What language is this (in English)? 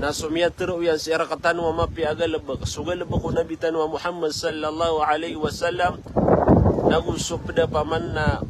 Maranao